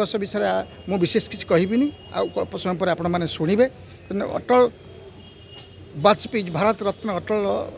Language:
Odia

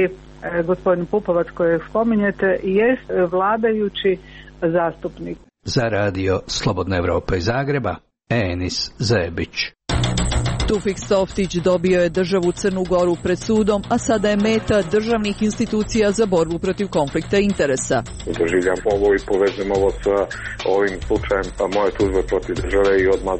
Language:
Croatian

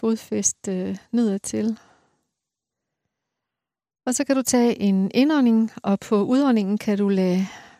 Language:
Danish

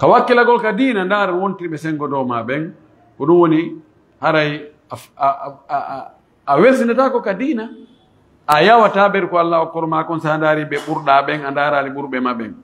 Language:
Pular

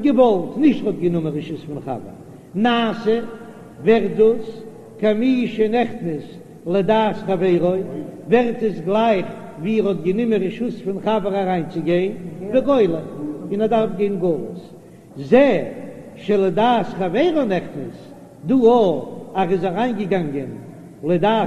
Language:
Yiddish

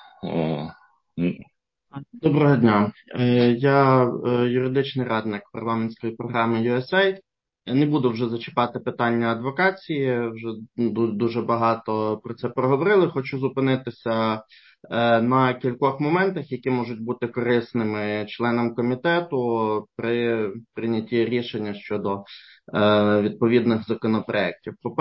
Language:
Ukrainian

